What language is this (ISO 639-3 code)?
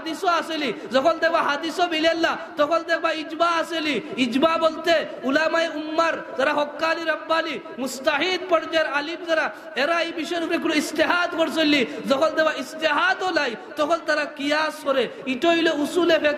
syl